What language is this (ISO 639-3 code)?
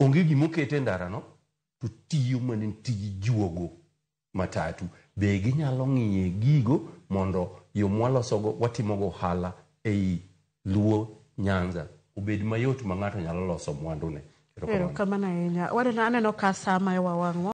luo